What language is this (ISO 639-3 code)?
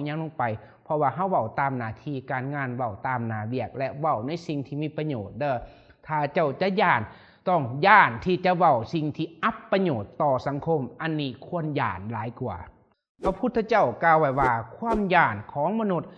lao